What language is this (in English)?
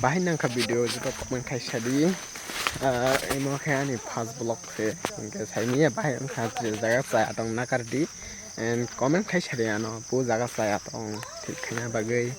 Kok Borok